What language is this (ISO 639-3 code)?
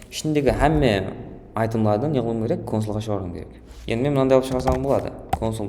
kaa